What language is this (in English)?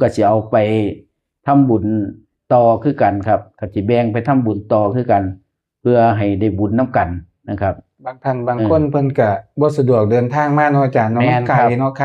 Northeastern Thai